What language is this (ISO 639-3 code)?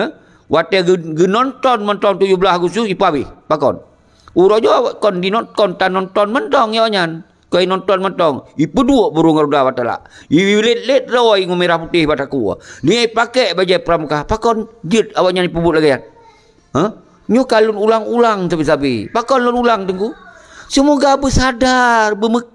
ace